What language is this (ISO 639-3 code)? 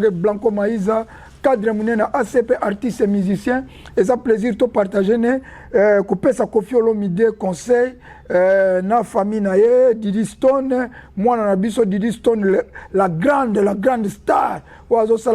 lin